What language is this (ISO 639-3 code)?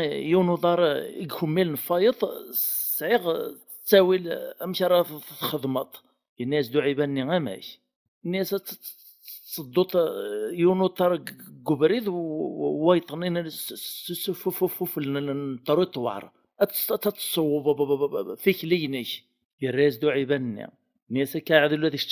kab